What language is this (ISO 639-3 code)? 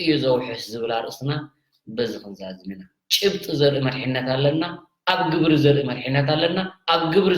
tir